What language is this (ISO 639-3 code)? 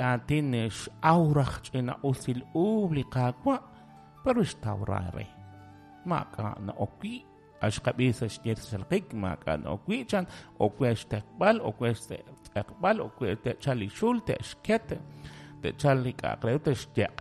kek